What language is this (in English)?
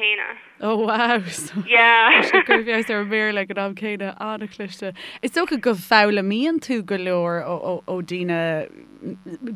Irish